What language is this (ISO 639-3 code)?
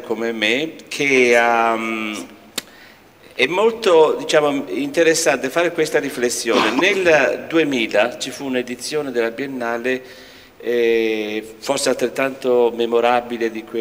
ita